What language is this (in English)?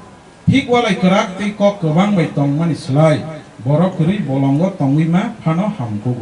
Kok Borok